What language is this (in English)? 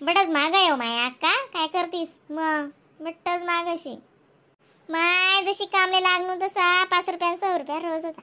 Khandesi